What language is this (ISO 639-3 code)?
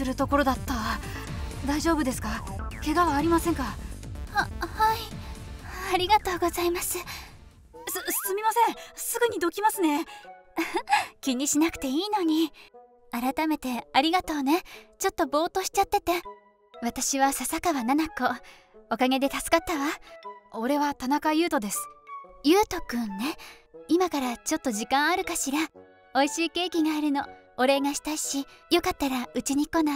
jpn